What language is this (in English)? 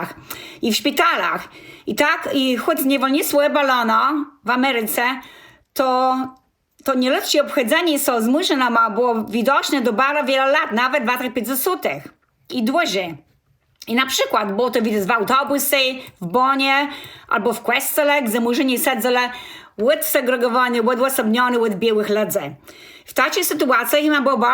Kashubian